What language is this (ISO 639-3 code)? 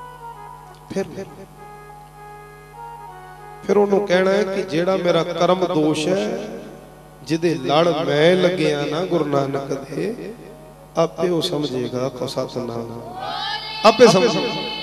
pan